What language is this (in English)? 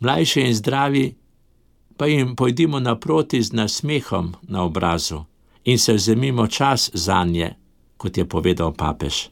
Slovenian